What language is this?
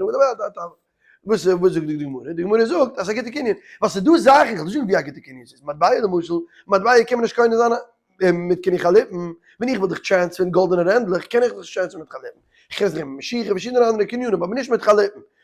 Yiddish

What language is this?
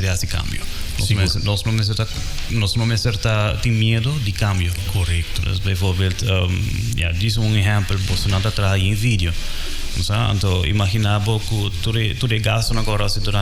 Papiamento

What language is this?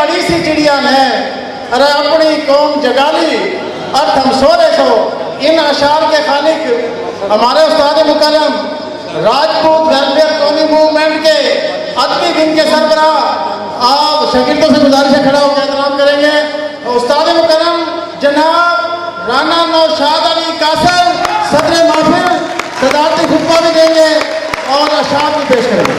Haryanvi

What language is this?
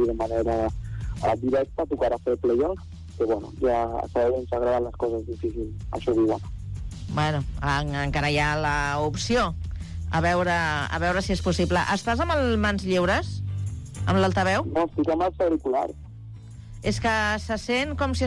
Catalan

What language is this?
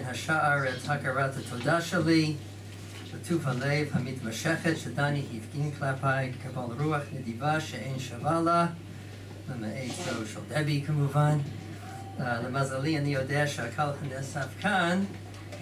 Hebrew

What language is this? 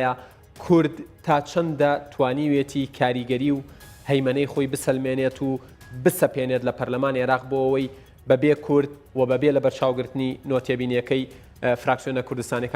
Central Kurdish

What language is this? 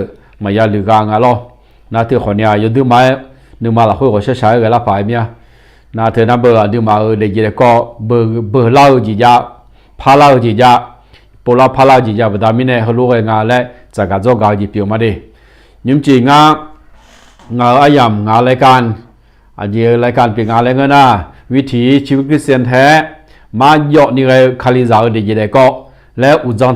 Akha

